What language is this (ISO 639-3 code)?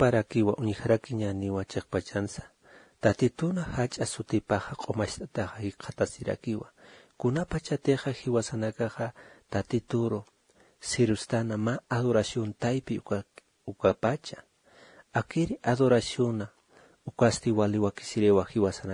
aym